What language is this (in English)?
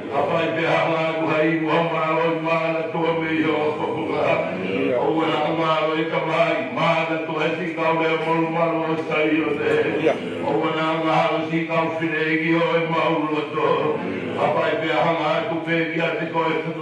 Tongan